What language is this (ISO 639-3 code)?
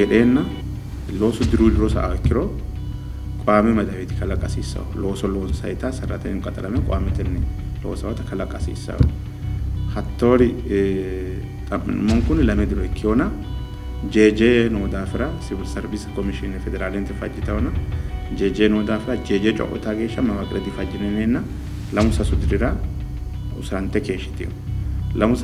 sid